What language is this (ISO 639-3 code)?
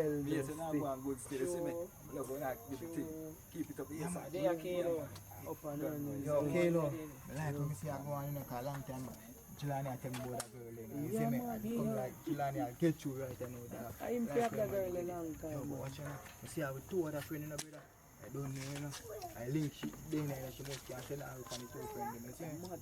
jam